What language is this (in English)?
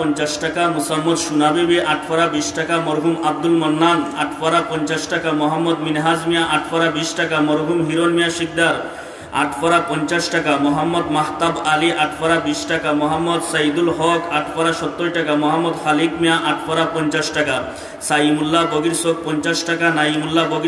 Sylheti